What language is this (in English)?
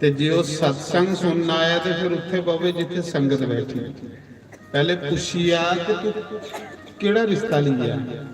Dogri